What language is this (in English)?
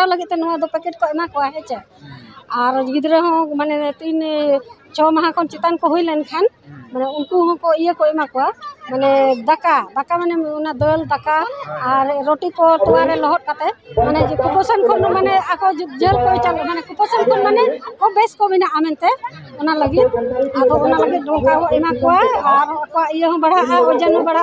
Santali